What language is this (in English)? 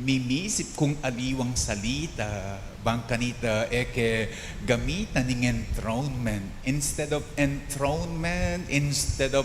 Pampanga